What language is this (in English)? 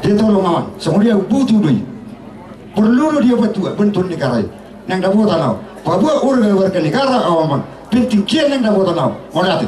Batak Toba